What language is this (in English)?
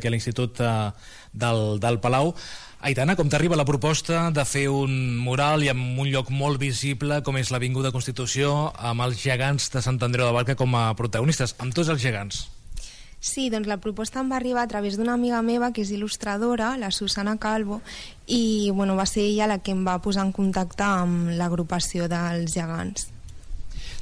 Catalan